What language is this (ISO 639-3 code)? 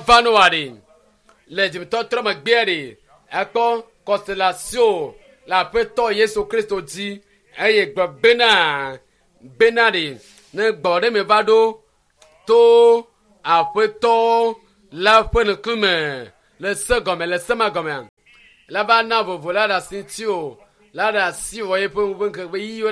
ewe